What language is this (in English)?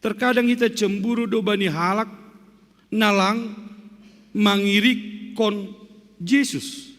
Batak Simalungun